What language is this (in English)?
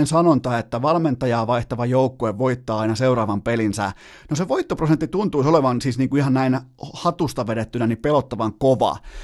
Finnish